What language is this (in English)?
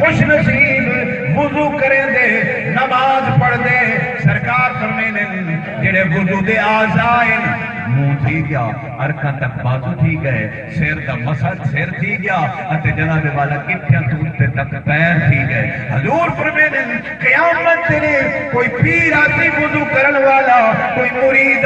Saraiki